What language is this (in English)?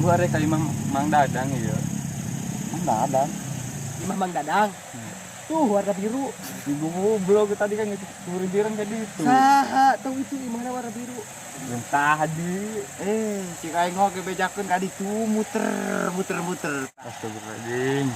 Sundanese